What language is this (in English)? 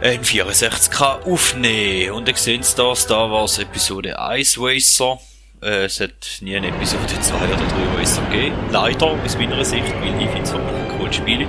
Swiss German